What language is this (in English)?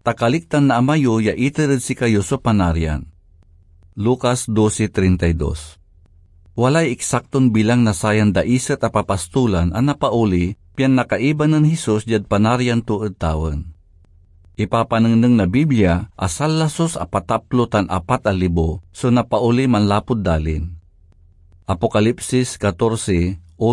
Pangasinan